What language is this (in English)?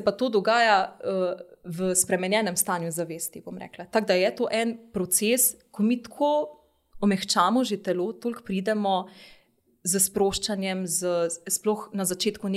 Slovenian